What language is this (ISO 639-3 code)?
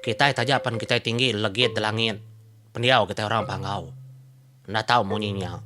iba